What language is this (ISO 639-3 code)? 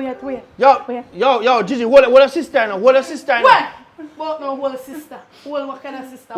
jam